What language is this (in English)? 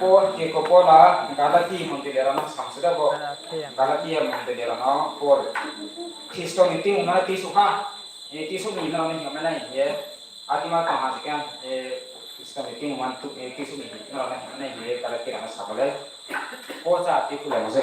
Riang (India)